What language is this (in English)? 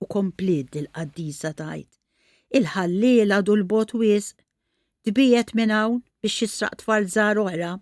Maltese